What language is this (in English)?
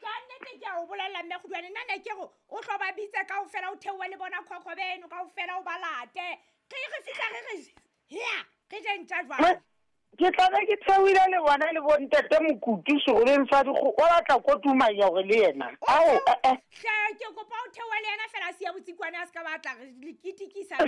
Southern Sotho